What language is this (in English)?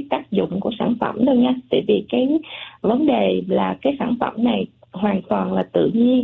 Vietnamese